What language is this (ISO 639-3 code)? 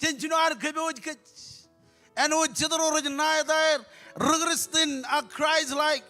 mah